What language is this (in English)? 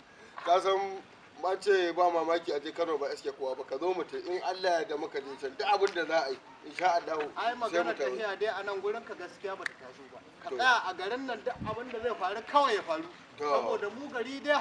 Hausa